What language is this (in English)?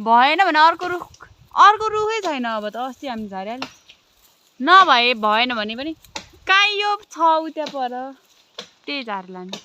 Nepali